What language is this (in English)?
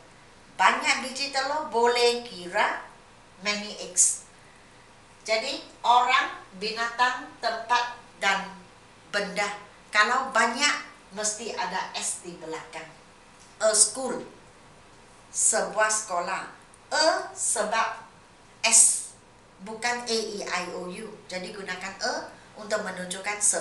Malay